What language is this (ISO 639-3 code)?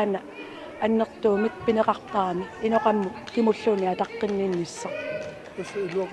kal